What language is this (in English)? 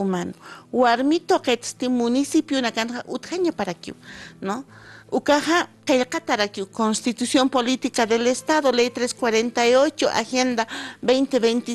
Aymara